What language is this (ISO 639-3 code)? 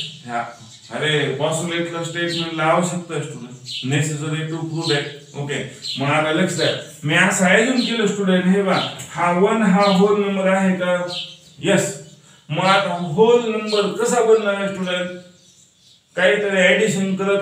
mar